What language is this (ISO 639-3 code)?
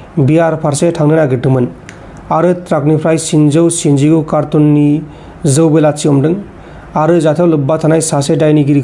brx